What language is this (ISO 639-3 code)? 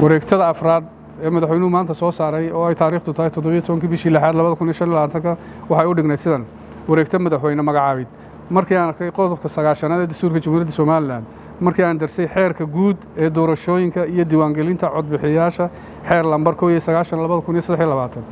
som